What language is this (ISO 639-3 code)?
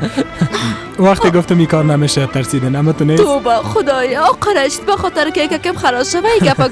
fas